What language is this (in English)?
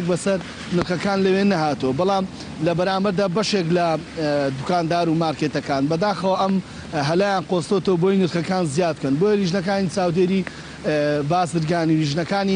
Central Kurdish